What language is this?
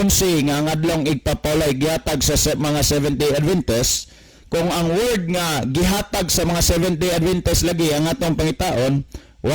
Cebuano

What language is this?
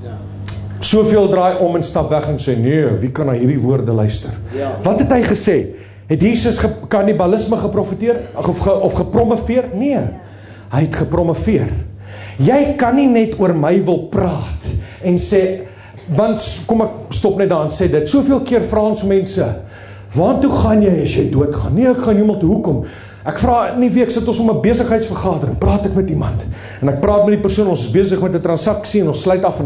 Afrikaans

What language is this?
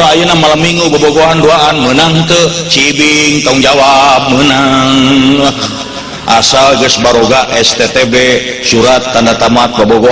Sundanese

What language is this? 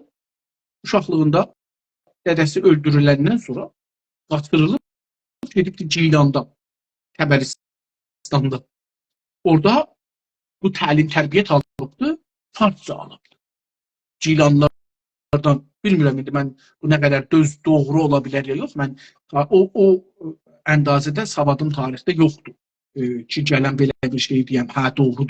South Azerbaijani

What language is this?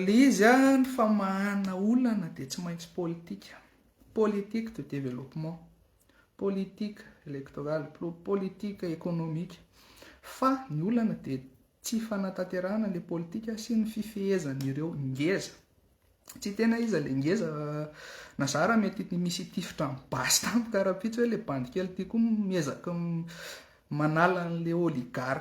Malagasy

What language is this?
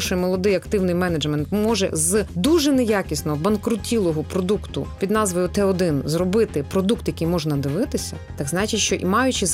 Ukrainian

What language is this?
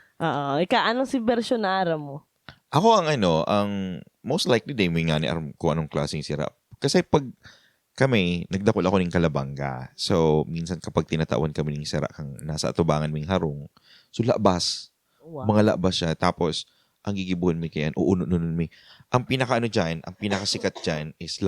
Bikol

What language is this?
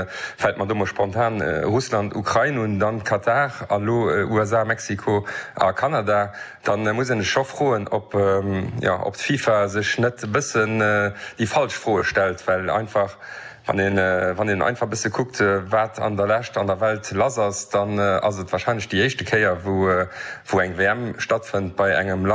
Luxembourgish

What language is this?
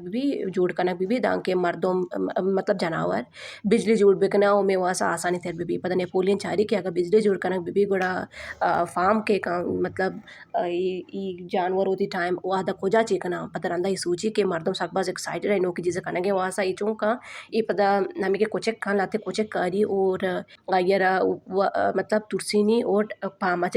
Baluchi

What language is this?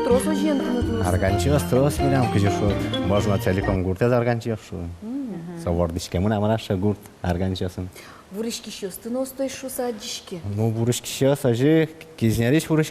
Udmurt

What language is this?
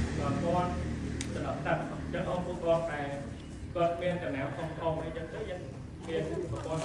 Khmer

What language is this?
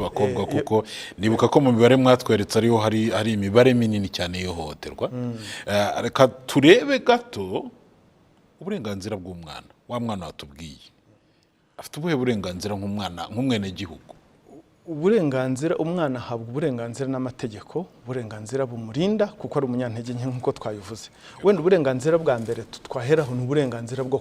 Kinyarwanda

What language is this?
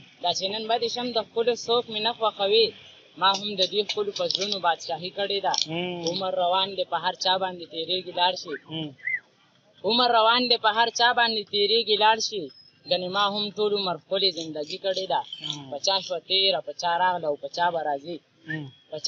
Pashto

